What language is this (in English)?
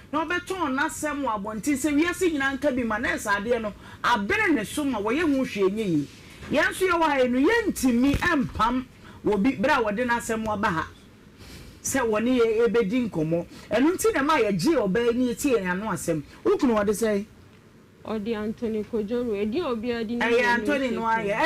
Akan